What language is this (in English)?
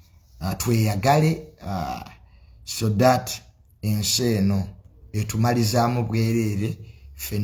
Ganda